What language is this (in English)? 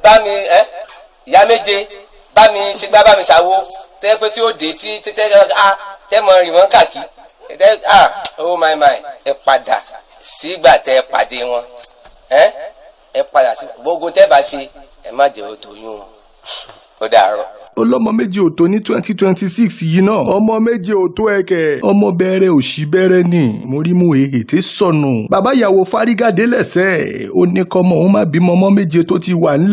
Yoruba